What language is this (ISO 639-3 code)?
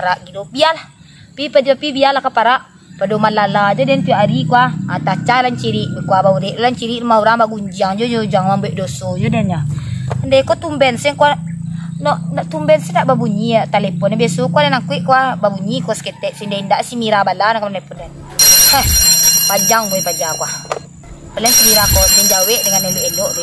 min